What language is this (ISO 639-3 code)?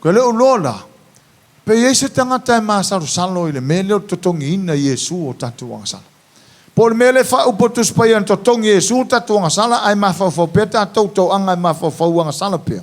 smo